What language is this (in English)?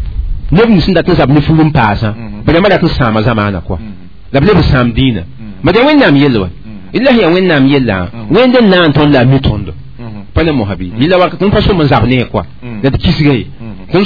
Mossi